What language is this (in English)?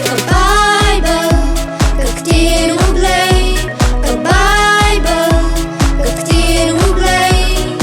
Khasi